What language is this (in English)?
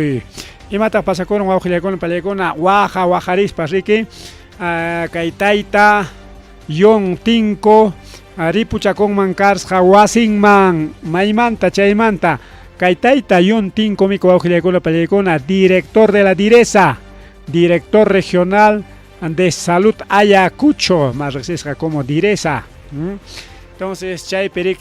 Ayacucho Quechua